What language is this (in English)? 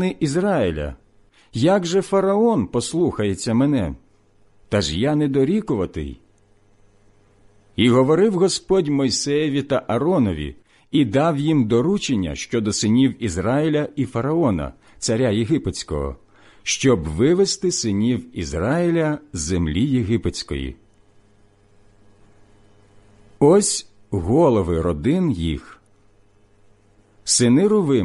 Ukrainian